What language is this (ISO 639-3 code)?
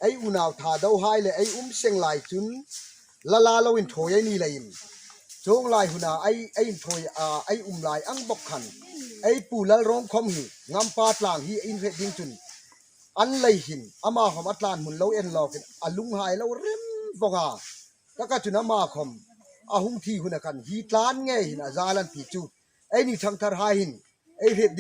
hmr